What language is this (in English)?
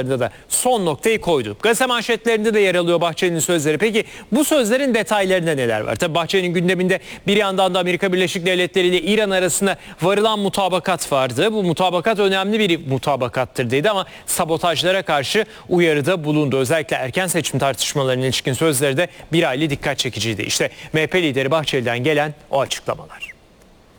Turkish